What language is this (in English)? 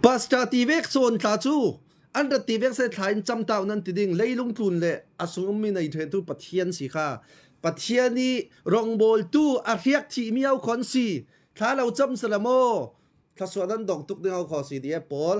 Falam Chin